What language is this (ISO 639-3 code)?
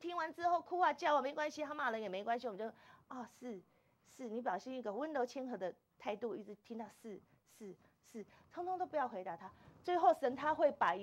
zho